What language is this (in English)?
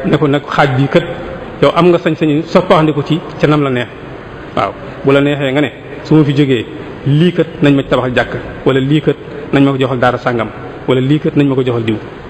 Wolof